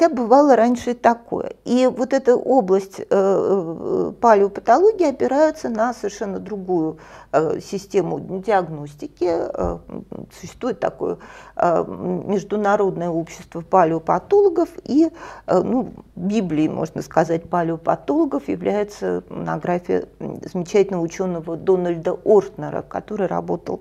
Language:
Russian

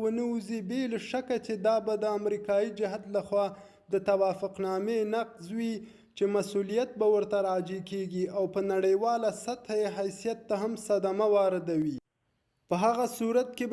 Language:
Pashto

